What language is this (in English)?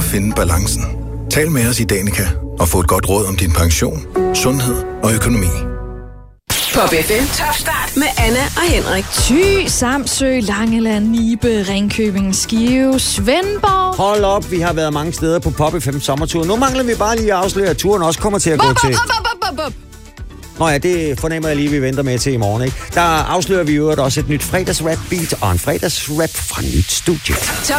Danish